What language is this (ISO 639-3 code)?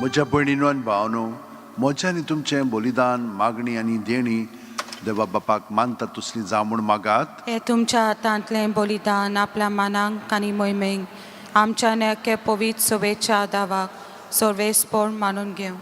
kok